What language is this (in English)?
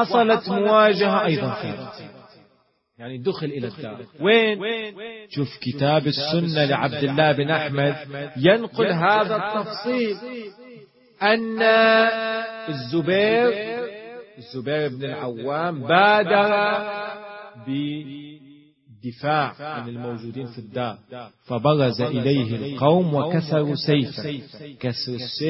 Arabic